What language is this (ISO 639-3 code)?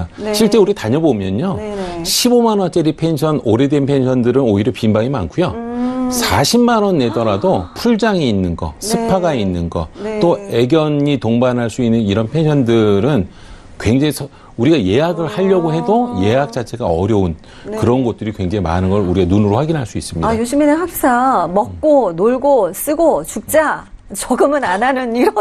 kor